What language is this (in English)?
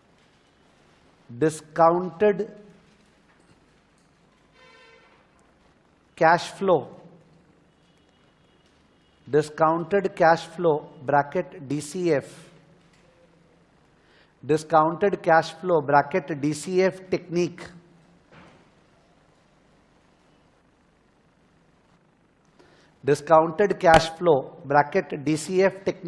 Hindi